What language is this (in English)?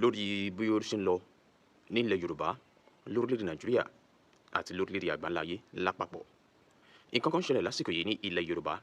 Yoruba